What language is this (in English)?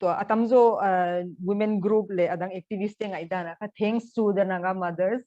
Paite Chin